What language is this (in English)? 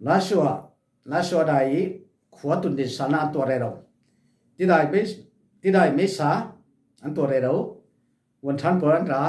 Falam Chin